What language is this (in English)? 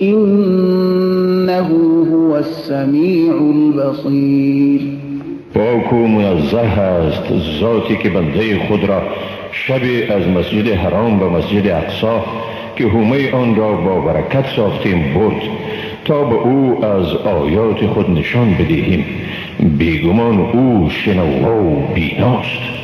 Persian